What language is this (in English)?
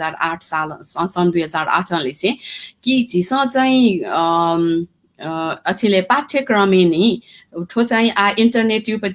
Newari